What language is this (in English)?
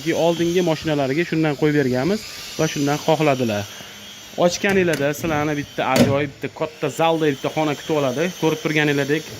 Uzbek